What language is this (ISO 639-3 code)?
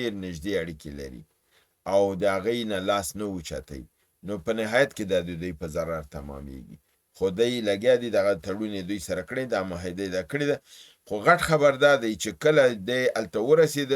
pus